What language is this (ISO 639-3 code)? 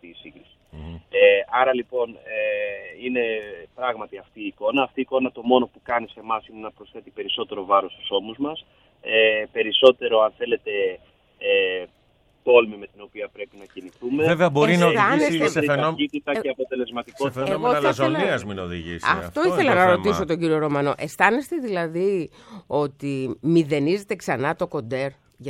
ell